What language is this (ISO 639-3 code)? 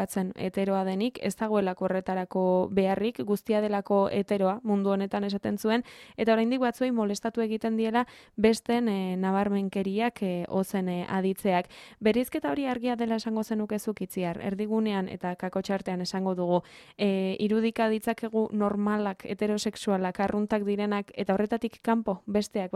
eus